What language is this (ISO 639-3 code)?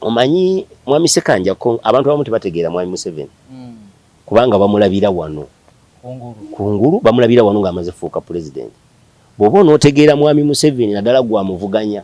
lug